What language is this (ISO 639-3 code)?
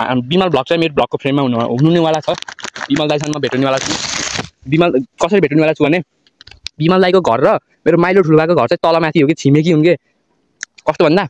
nep